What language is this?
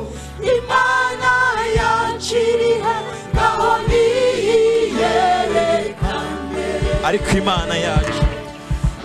Kinyarwanda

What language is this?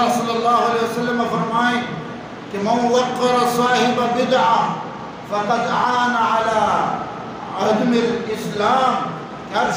Eastern Balochi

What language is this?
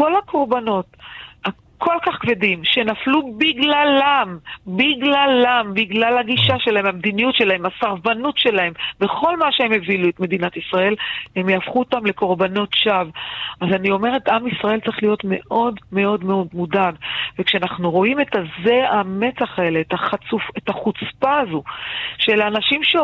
Hebrew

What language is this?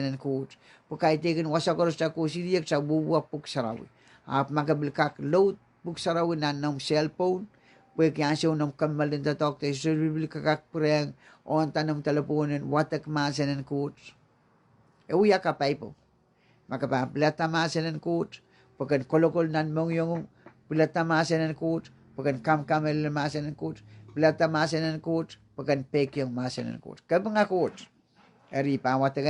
Pohnpeian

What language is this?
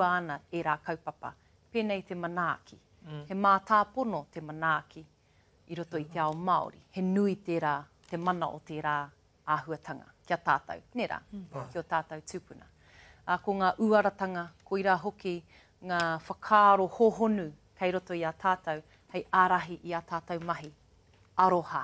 Māori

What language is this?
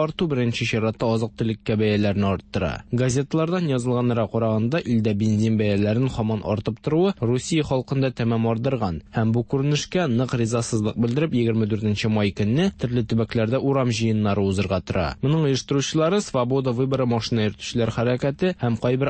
Tatar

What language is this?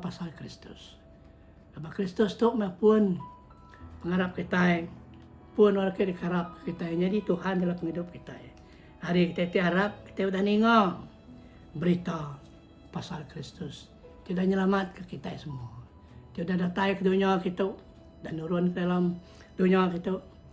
Iban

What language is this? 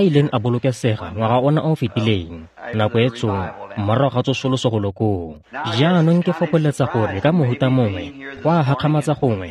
Tswana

